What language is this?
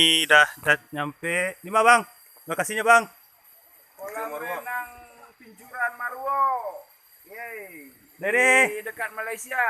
Minangkabau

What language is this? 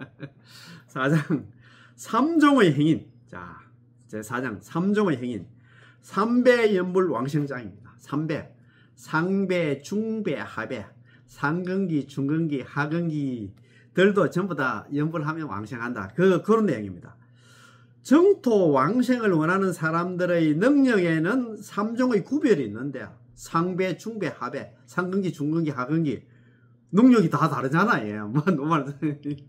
Korean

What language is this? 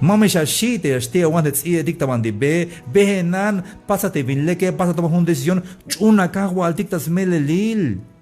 Tzeltal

